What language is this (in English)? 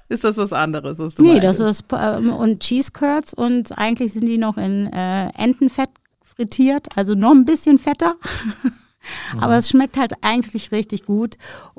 German